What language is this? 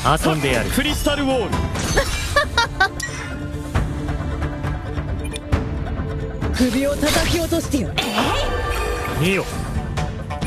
Japanese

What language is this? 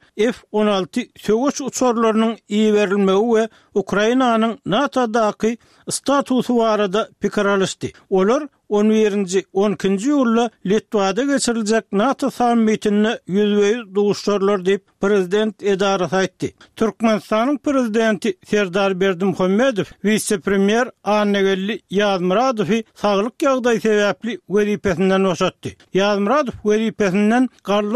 Turkmen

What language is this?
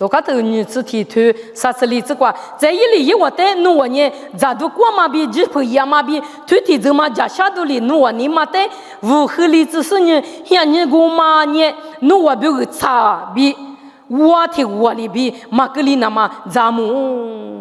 Lisu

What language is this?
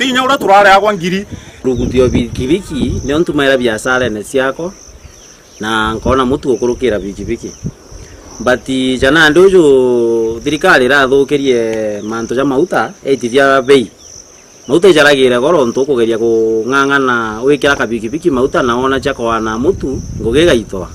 Meru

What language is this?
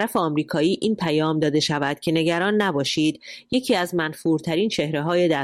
Persian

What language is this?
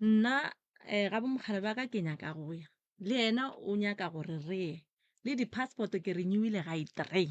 Northern Sotho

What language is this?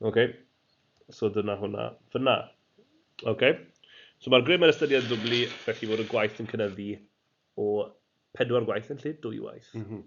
Welsh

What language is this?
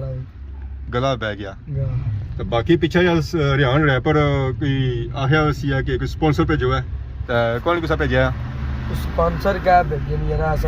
Pahari-Potwari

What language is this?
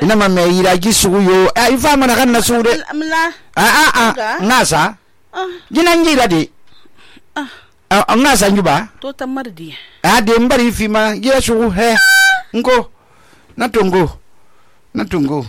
Susu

